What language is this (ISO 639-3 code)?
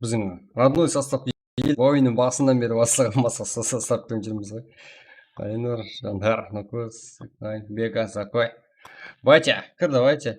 kaa